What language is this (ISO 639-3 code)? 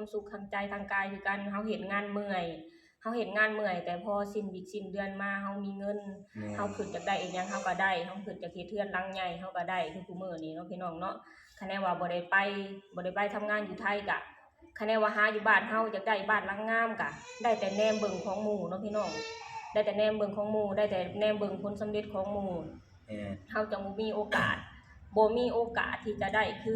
lao